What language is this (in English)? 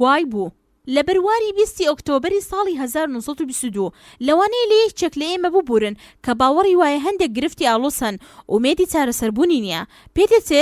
Central Kurdish